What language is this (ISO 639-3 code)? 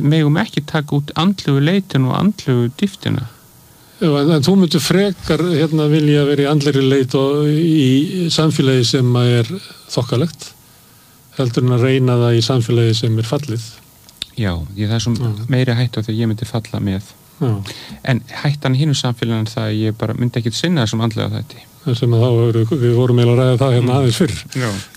isl